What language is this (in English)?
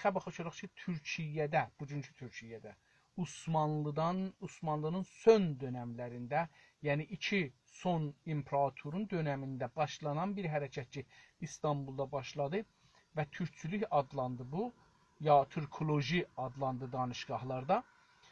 South Azerbaijani